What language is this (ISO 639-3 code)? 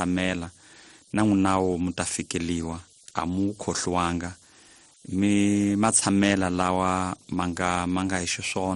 tso